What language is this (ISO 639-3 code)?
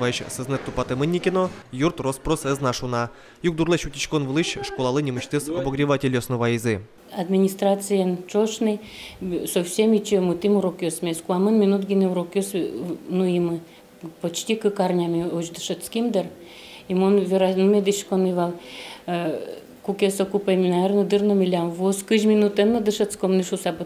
udm